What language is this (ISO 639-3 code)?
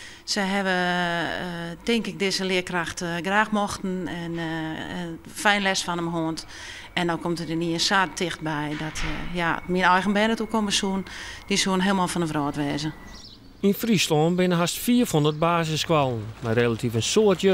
fry